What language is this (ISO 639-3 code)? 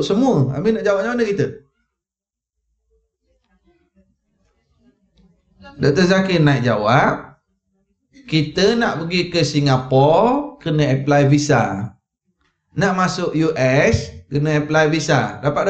msa